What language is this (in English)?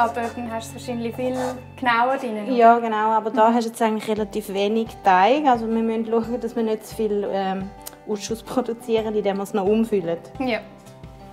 Swiss German